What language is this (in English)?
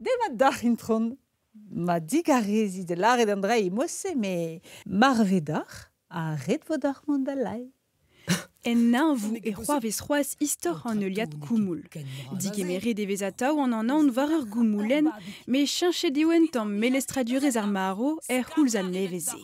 Breton